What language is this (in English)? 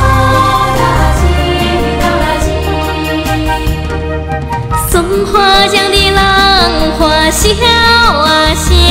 Chinese